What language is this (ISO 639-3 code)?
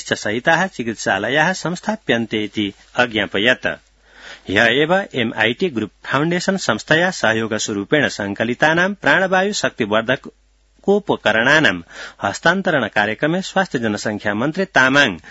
san